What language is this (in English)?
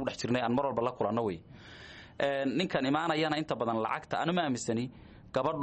Somali